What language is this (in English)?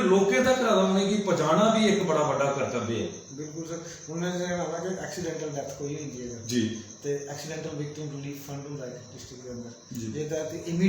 Dogri